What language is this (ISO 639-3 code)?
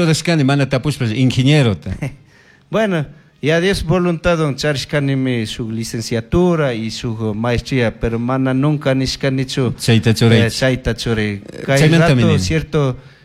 qug